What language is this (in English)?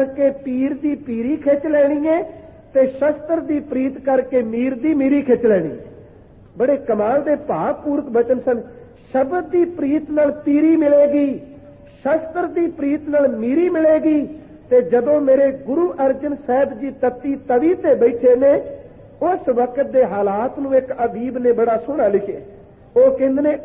Punjabi